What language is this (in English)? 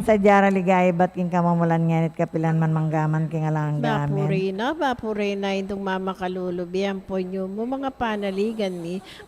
Pampanga